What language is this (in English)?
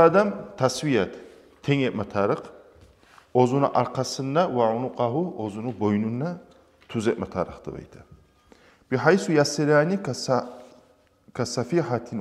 Kumyk